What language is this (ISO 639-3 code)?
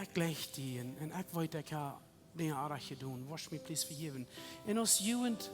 pdt